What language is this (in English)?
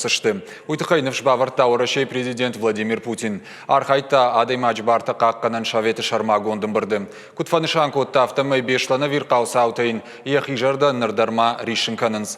Ossetic